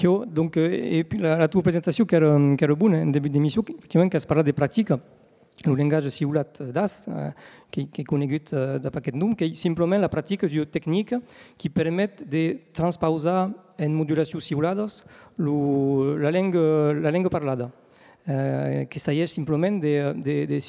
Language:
Occitan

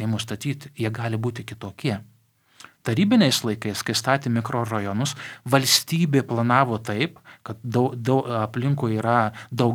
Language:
Lithuanian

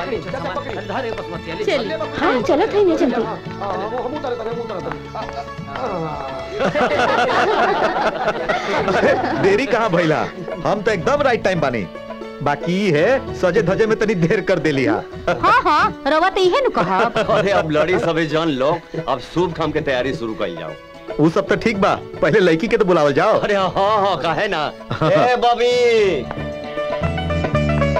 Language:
Bhojpuri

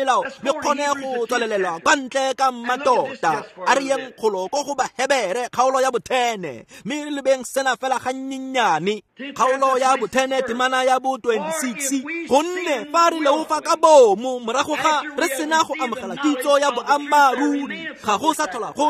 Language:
Tswana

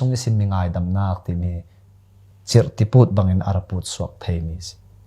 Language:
Falam Chin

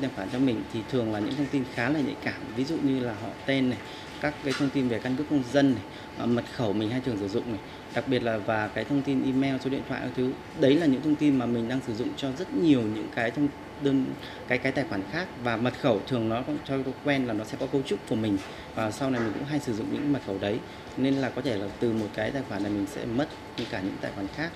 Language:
Vietnamese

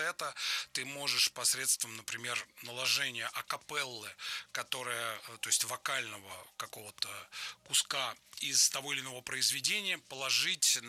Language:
Russian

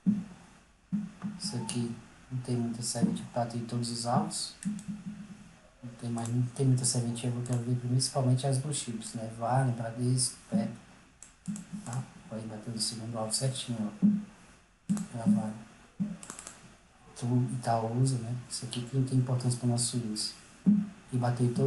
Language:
Portuguese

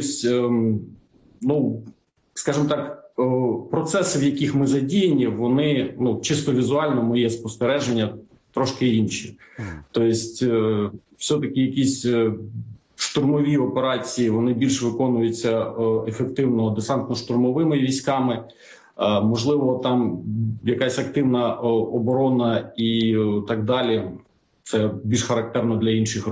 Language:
Ukrainian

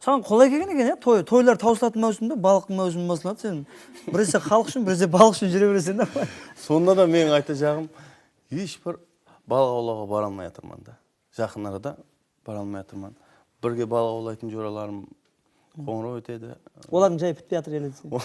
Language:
Kara-Kalpak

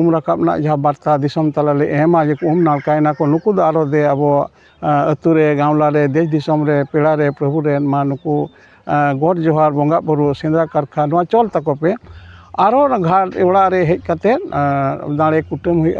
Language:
Santali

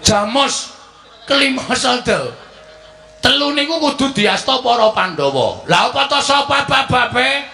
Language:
Javanese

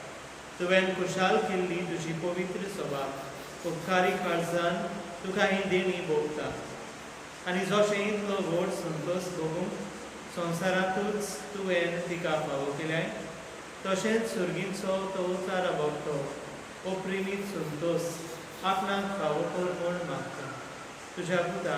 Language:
Konkani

